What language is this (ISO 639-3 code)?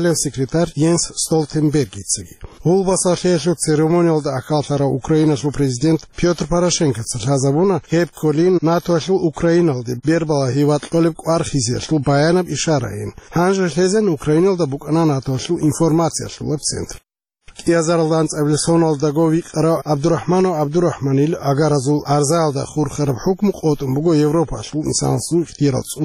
ava